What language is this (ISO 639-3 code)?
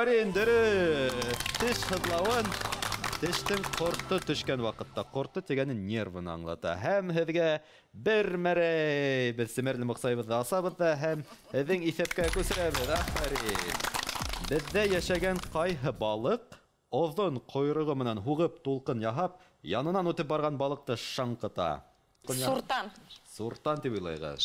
bak